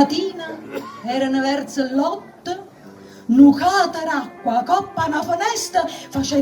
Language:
Neapolitan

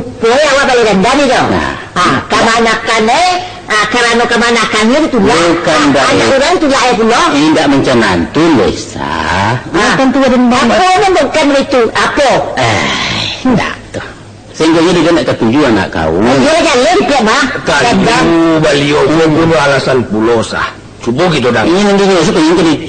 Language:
Minangkabau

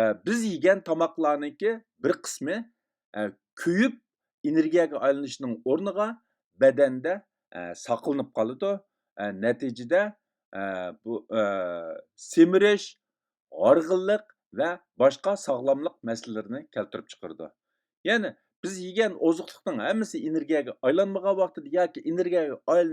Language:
Uyghur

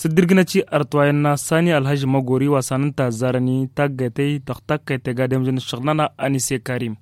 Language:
Tamasheq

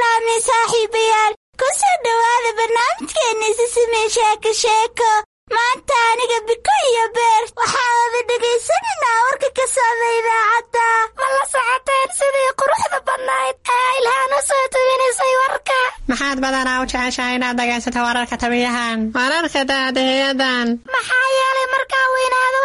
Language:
Somali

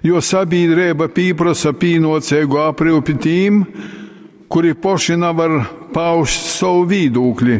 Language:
Latgalian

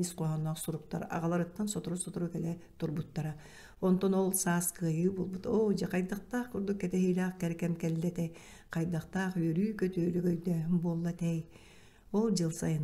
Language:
Yakut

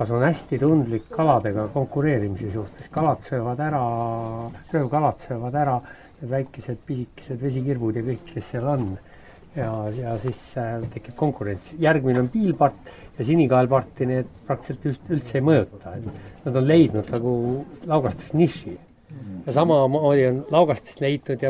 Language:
Estonian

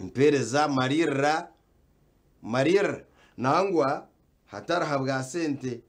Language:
Nyankole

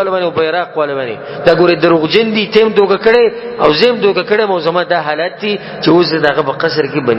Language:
Pashto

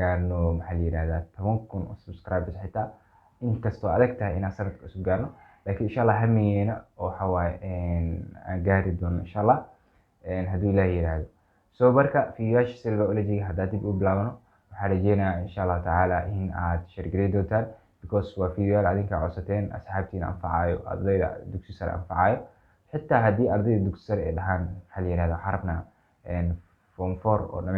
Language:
Somali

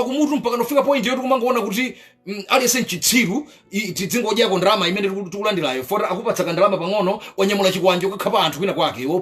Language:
Nyanja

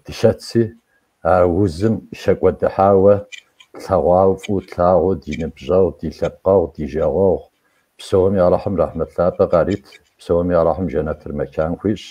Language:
Kabardian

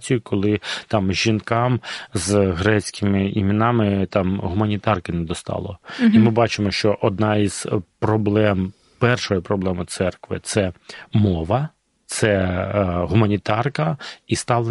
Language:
Ukrainian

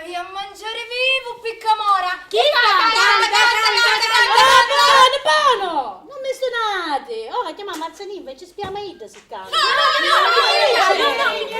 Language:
Sicilian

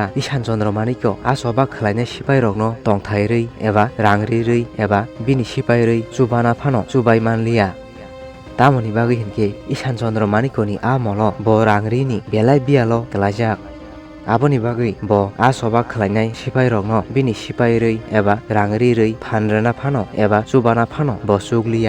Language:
Kok Borok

